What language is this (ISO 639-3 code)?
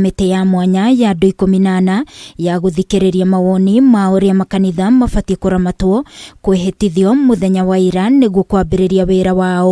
kik